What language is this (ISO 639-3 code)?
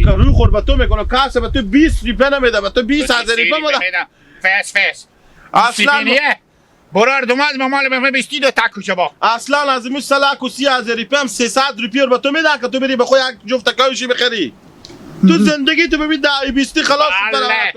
haz